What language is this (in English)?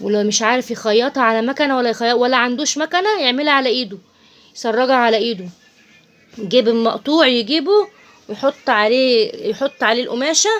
Egyptian Arabic